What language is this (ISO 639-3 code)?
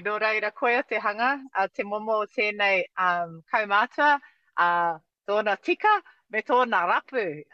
mri